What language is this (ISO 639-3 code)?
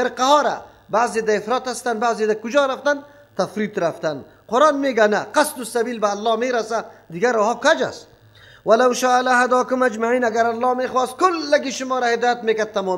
fas